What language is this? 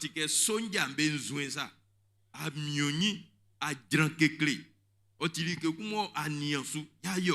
Baoulé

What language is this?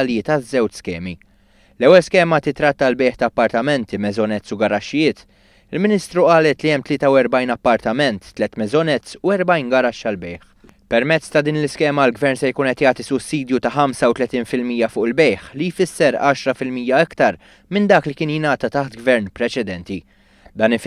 Maltese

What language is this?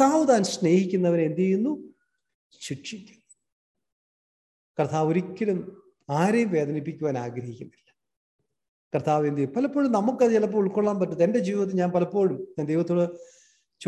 Malayalam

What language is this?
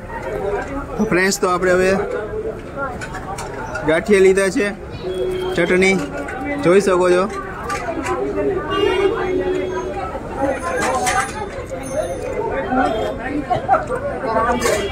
Gujarati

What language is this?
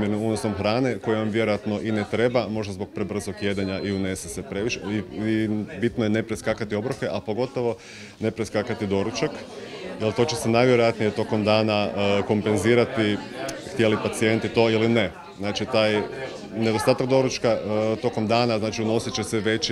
Croatian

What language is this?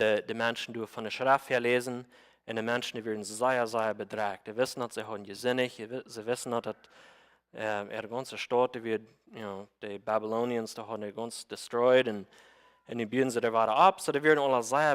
Plautdietsch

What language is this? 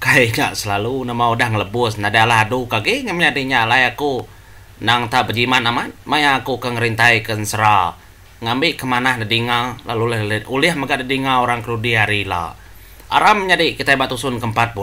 Iban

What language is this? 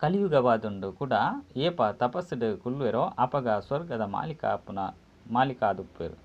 Tulu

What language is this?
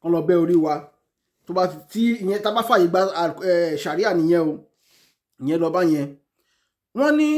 Yoruba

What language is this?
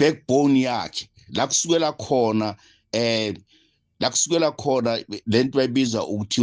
Zulu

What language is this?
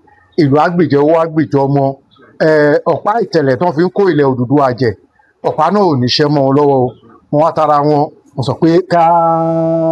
Yoruba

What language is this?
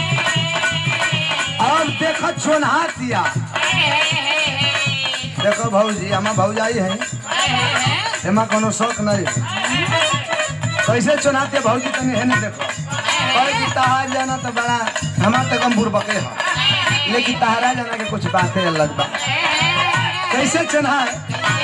Bhojpuri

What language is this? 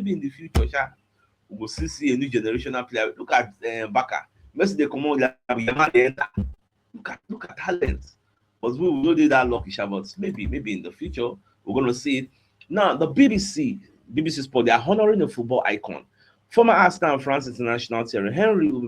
Nigerian Pidgin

